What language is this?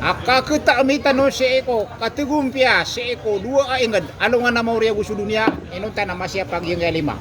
Maranao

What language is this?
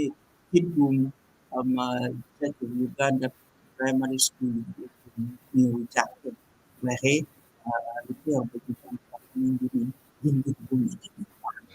Acoli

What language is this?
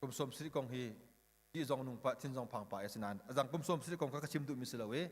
Hakha Chin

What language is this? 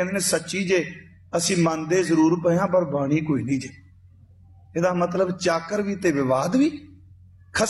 Punjabi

